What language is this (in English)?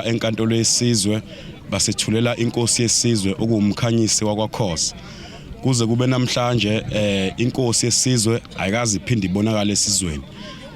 Zulu